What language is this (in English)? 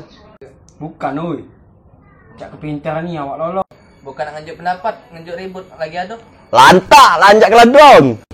Musi